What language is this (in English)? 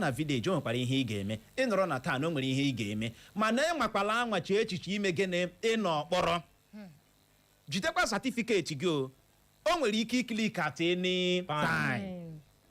Igbo